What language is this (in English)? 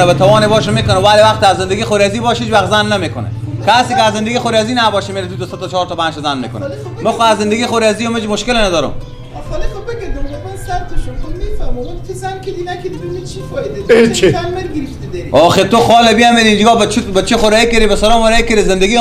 Persian